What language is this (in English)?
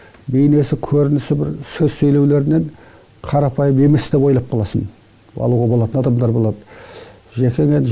Kazakh